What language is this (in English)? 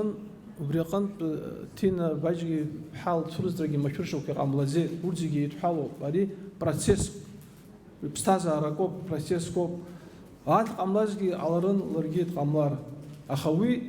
Abkhazian